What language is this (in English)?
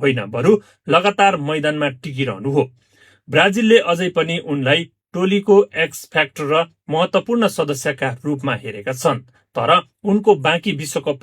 Nepali